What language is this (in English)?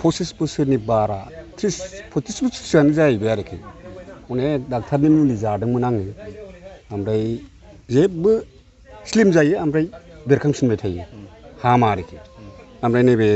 Bodo